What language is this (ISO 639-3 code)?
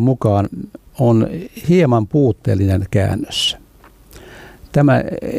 fin